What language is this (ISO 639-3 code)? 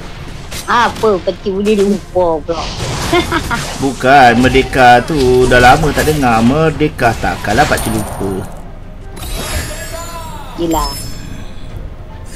msa